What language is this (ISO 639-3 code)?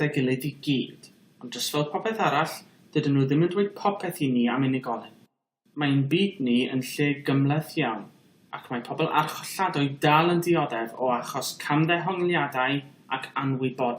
cym